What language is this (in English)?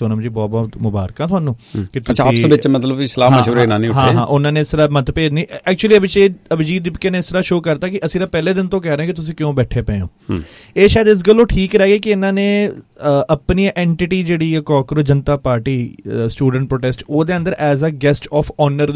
Punjabi